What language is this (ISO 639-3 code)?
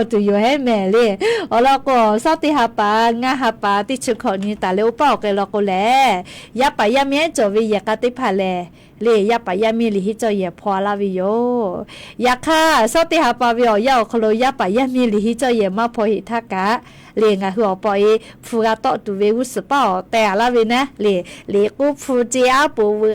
lhu